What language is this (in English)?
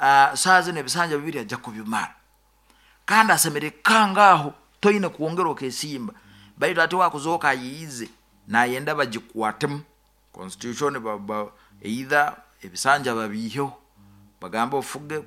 Nyoro